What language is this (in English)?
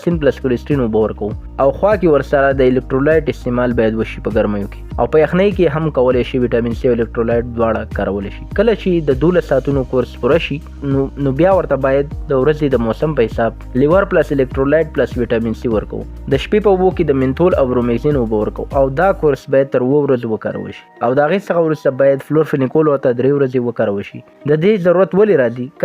Pashto